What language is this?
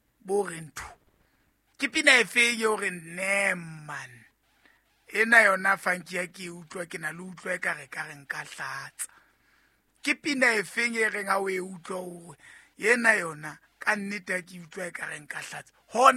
Southern Sotho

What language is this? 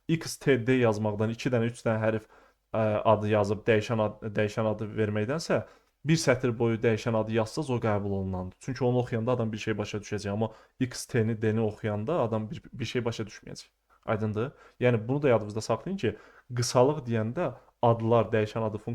Azerbaijani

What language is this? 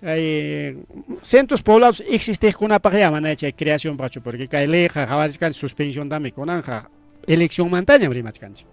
Ayacucho Quechua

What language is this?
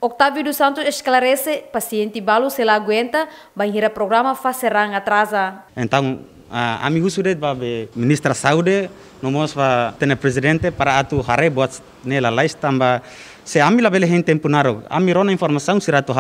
Tetum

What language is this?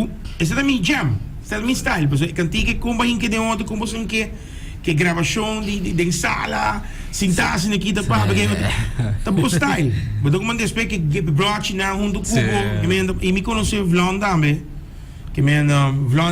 Papiamento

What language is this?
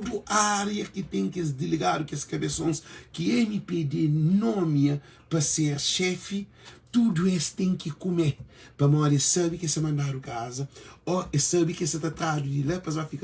Kabuverdianu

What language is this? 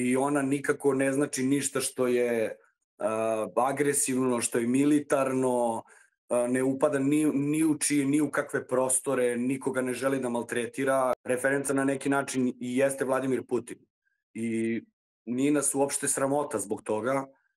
Serbian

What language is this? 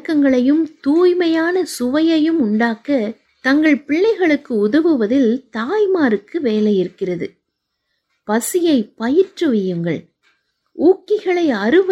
Tamil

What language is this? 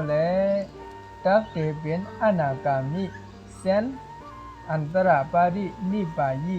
Shan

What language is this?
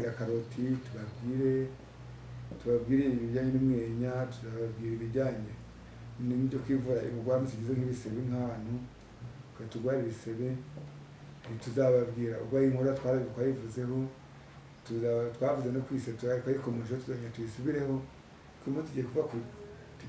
Kinyarwanda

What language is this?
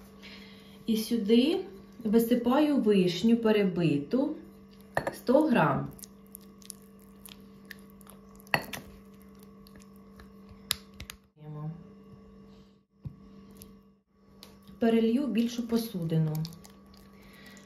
Ukrainian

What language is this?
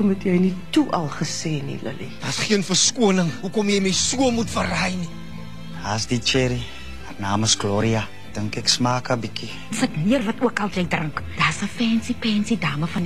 Afrikaans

